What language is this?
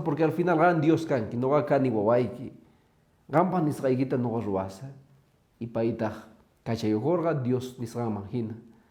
Quechua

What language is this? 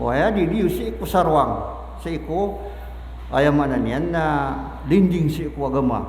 Maranao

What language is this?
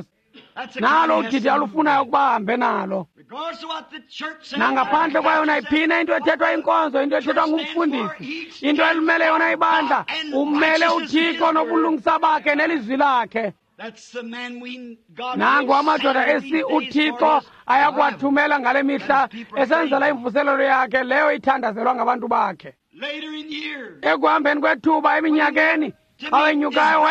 Xhosa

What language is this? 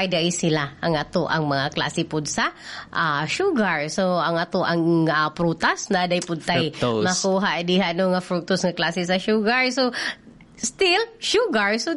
Cebuano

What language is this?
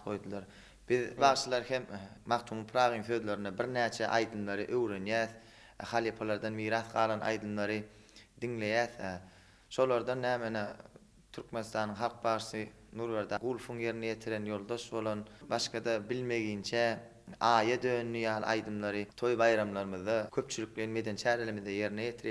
Turkmen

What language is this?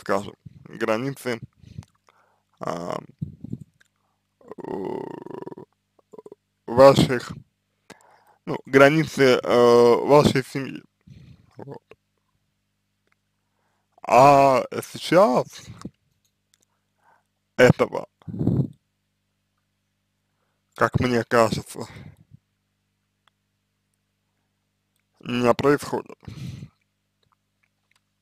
Russian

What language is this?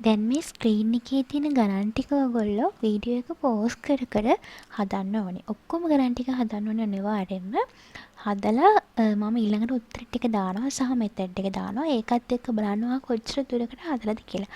Sinhala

